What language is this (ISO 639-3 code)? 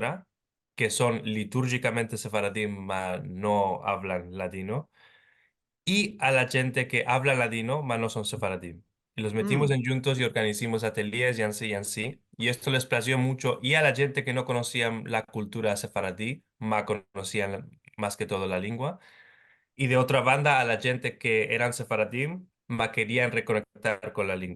lad